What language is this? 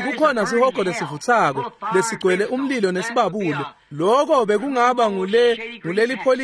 Swati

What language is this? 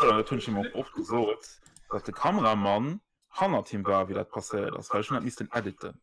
Luxembourgish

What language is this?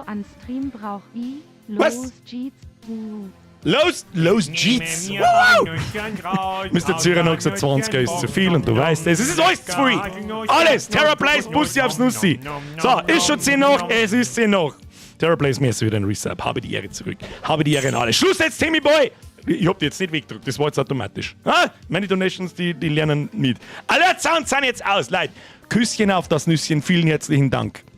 Bavarian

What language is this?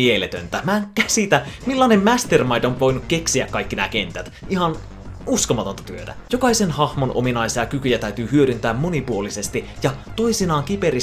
Finnish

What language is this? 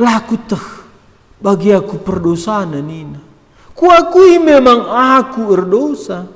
Batak Karo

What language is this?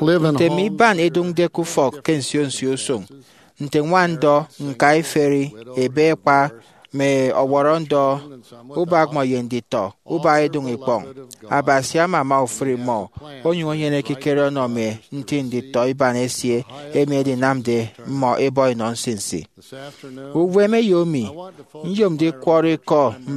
Efik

